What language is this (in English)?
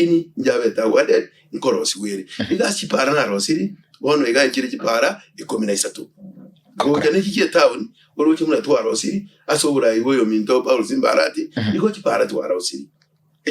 Gusii